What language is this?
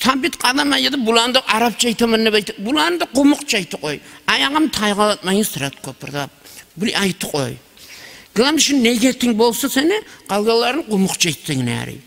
Kumyk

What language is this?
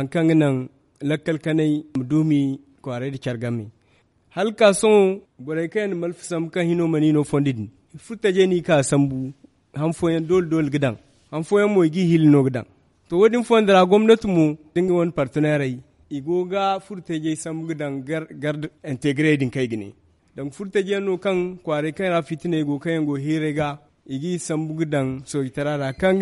Zarma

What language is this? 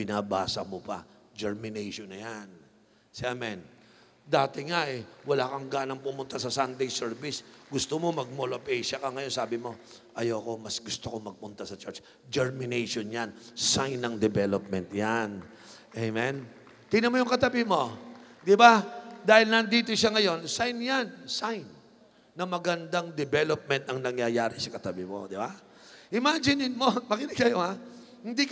Filipino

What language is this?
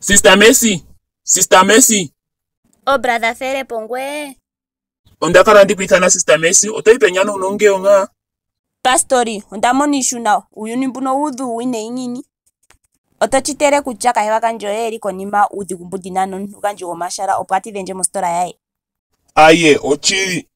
Ndonga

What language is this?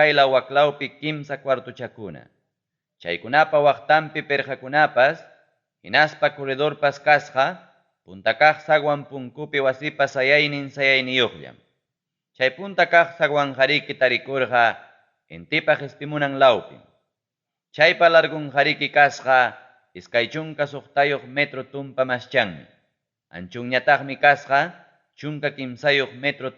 Ayacucho Quechua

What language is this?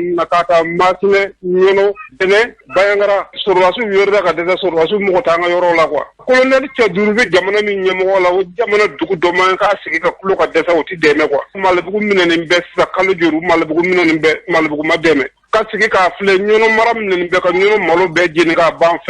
Bambara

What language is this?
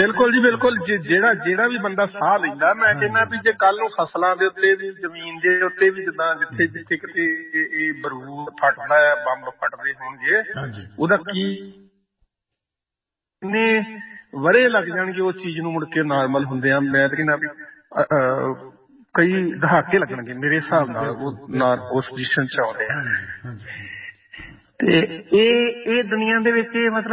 Punjabi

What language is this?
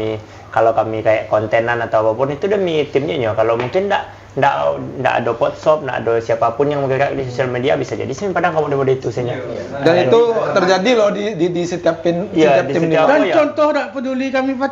Minangkabau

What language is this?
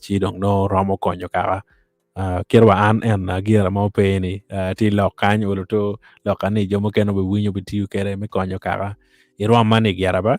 Acoli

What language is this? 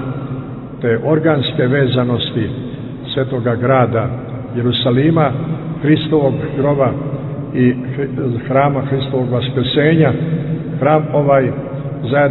Serbian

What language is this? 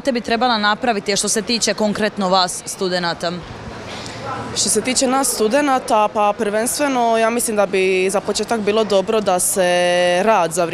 Croatian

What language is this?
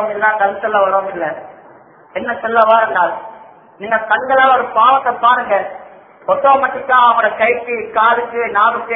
Tamil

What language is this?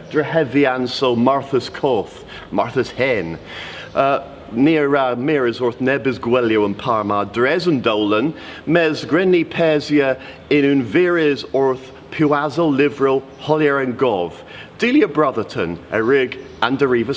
Cornish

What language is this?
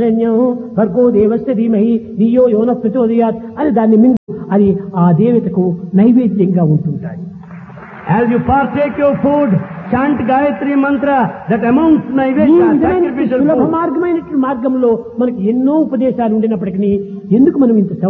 Telugu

